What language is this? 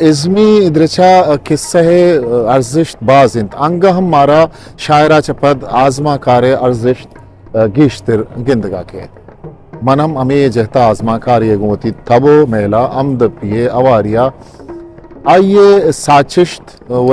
Eastern Balochi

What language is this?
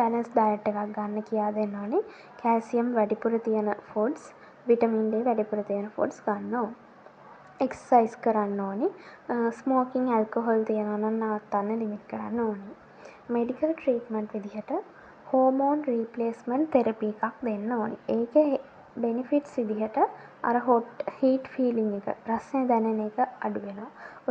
Sinhala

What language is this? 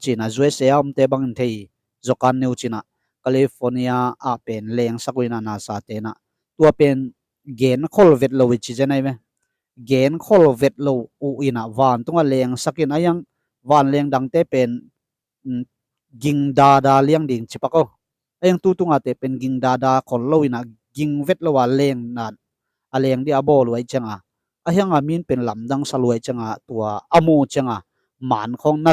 Tedim Chin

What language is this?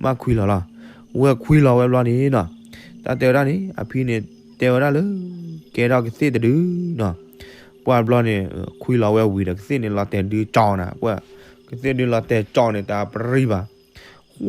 S'gaw Karen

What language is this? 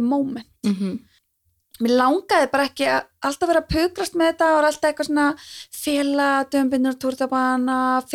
Icelandic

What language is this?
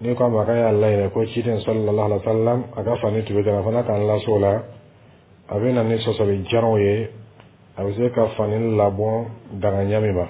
Dyula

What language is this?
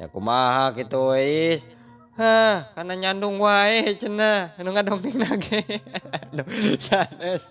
Sundanese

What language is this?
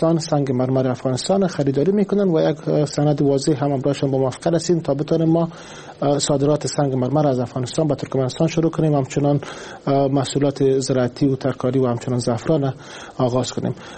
Persian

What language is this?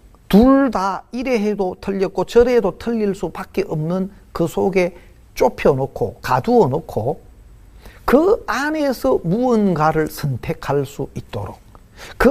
Korean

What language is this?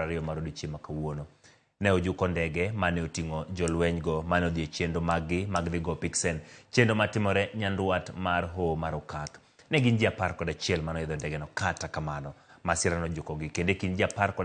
Luo (Kenya and Tanzania)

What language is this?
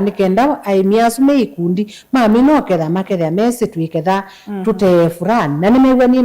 Kamba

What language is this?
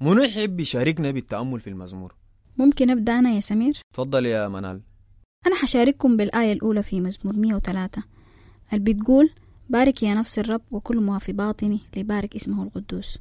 Sudanese Arabic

